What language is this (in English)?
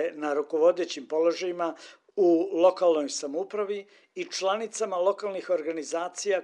Serbian